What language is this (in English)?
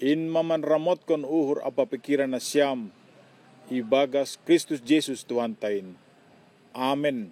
Batak Simalungun